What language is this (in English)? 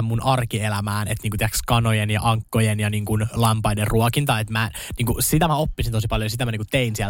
Finnish